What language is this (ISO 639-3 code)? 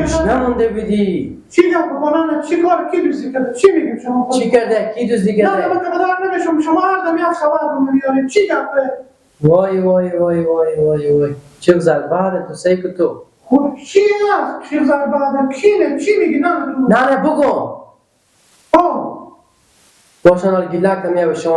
fas